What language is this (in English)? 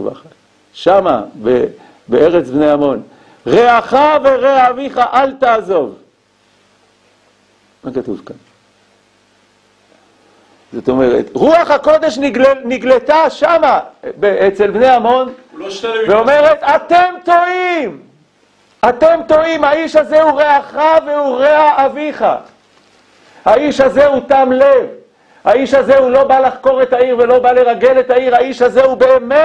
Hebrew